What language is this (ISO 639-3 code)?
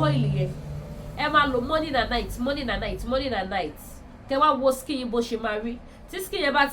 yor